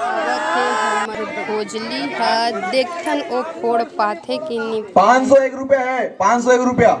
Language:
Chhattisgarhi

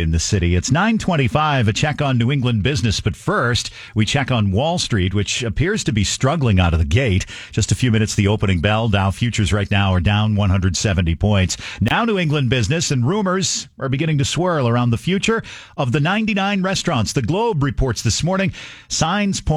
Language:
English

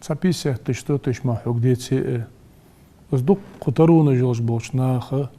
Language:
Ingush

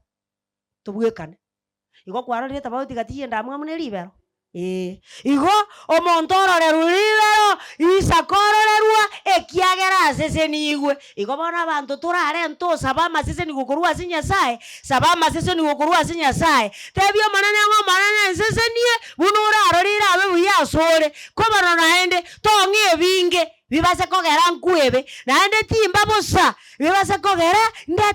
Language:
Gusii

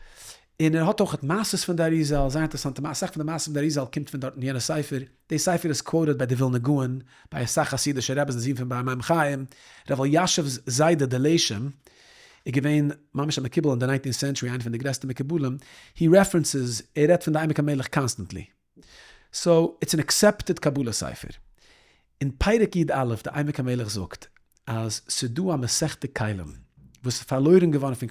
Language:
Yiddish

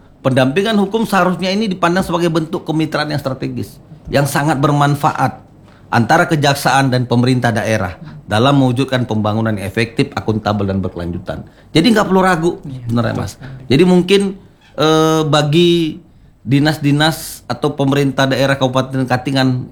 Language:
Indonesian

